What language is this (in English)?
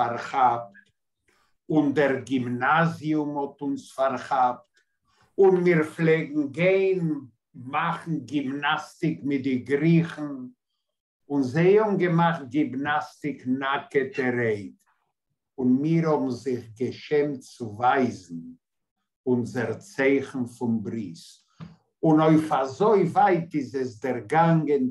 Yiddish